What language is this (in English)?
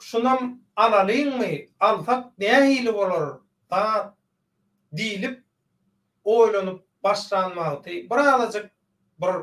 Turkmen